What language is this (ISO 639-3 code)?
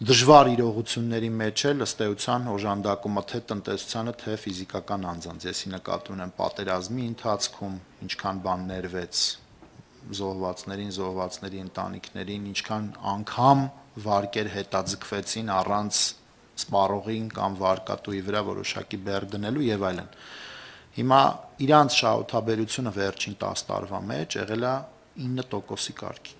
hye